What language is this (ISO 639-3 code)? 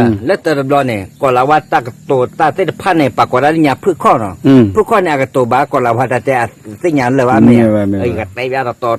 ksw